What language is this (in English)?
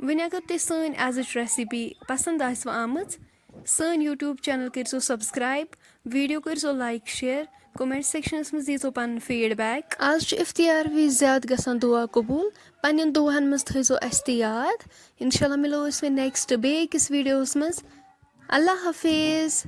Kashmiri